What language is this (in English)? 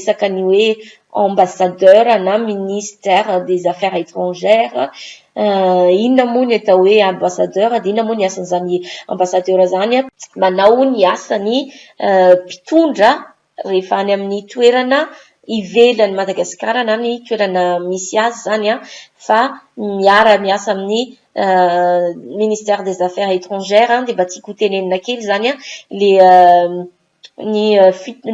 Malagasy